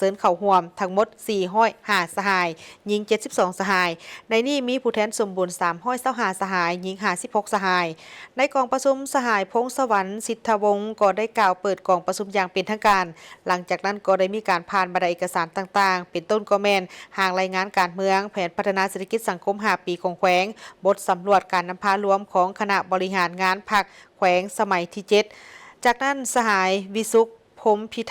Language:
Lao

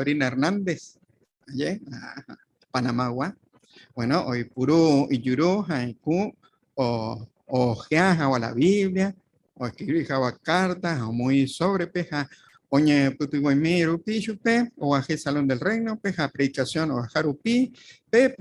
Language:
Guarani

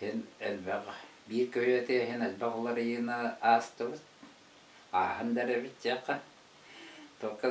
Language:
Yakut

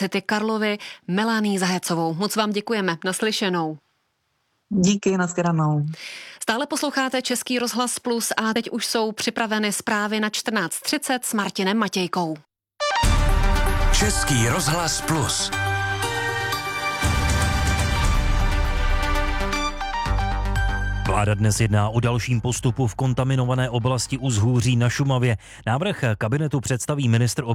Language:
Czech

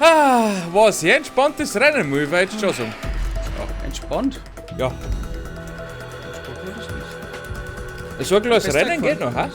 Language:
Bavarian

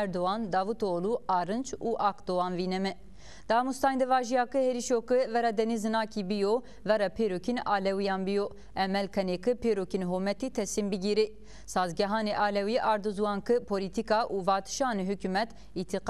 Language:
Zaza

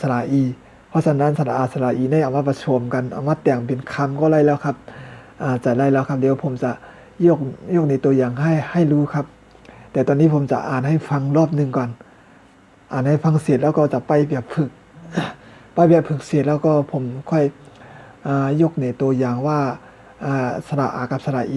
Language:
Shan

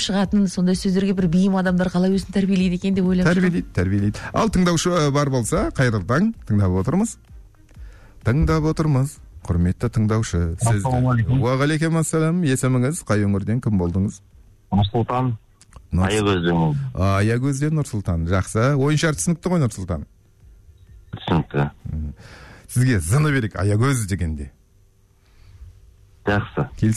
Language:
Kazakh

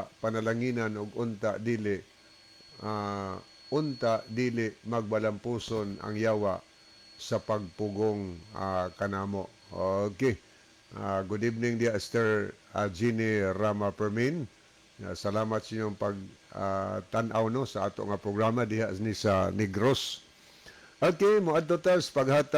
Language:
Cebuano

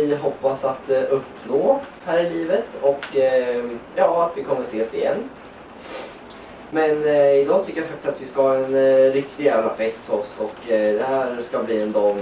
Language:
Swedish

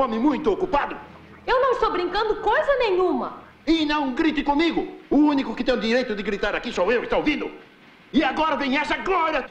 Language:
Portuguese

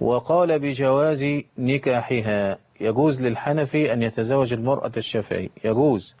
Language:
Egyptian Arabic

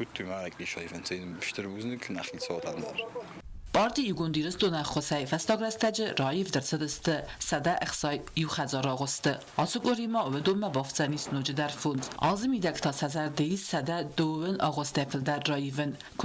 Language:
Ossetic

